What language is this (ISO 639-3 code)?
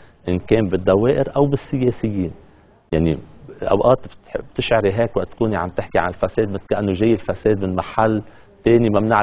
apc